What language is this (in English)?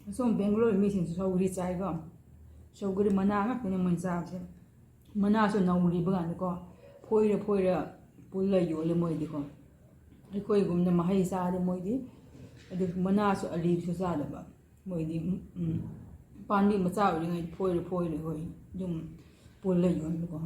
Manipuri